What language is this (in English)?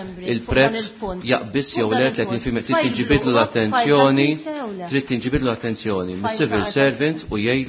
Maltese